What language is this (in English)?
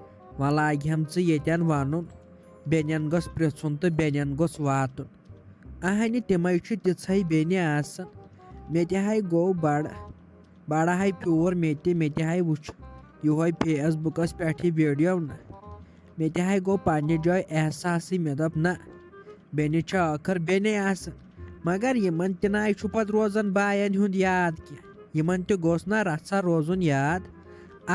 Kashmiri